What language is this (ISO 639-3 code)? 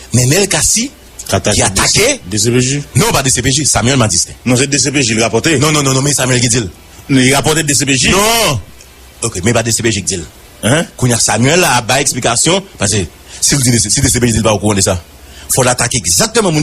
hat